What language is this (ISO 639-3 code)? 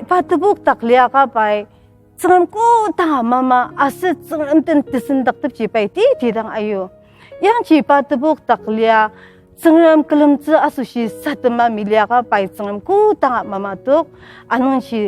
njo